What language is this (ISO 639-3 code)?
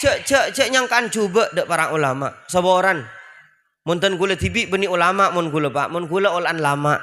mad